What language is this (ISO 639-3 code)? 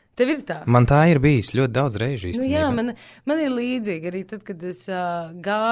lav